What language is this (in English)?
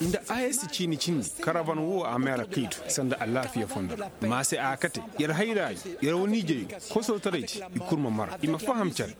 Koyraboro Senni